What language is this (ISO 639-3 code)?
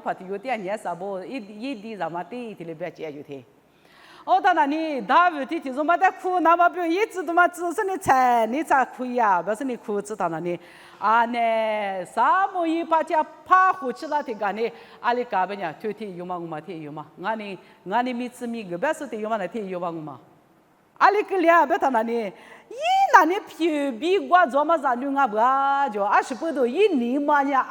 lis